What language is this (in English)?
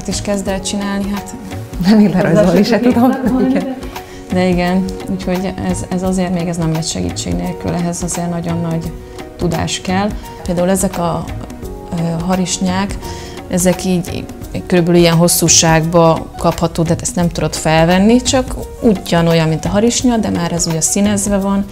Hungarian